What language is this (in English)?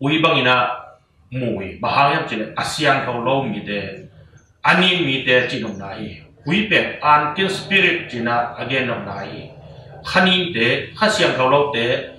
Tedim Chin